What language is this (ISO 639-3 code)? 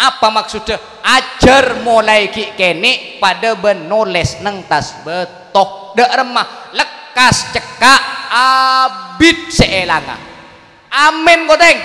mad